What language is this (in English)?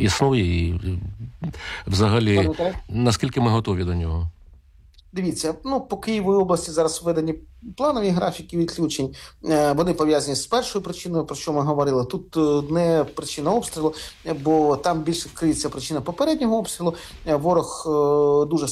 Ukrainian